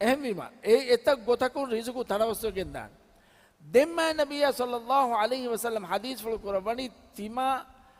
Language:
Divehi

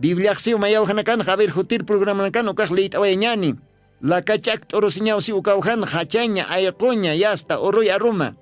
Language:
Aymara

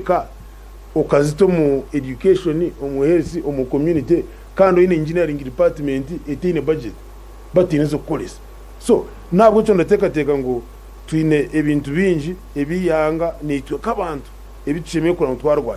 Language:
Nyankole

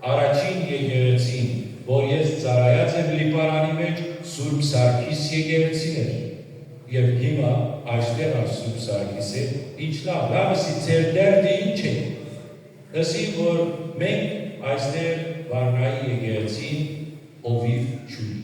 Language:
Western Armenian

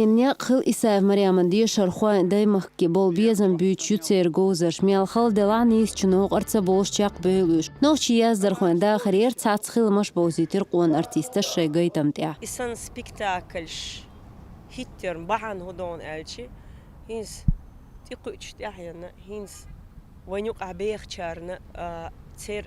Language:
Chechen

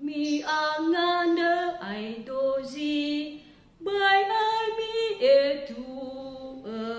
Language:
Nias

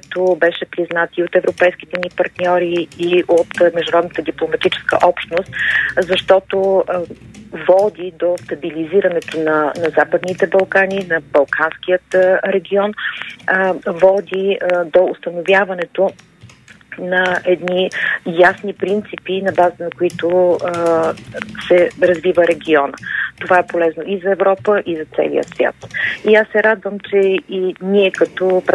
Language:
Bulgarian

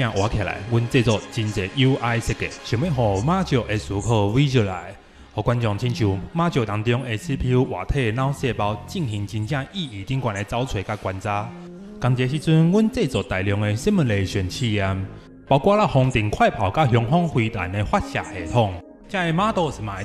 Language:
Min Nan Chinese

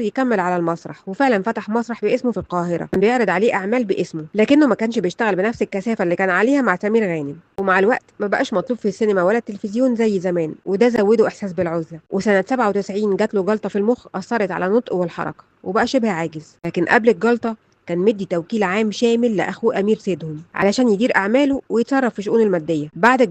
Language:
Egyptian Arabic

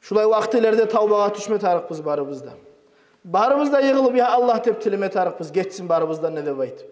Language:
Kumyk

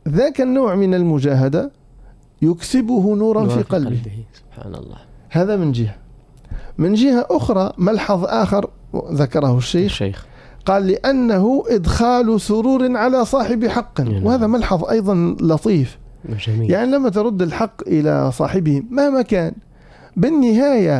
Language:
Arabic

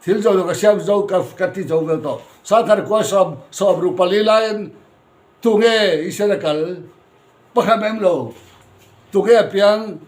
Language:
Mizo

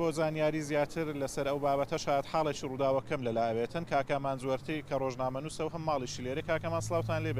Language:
Central Kurdish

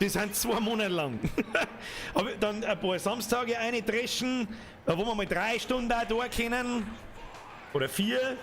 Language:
Bavarian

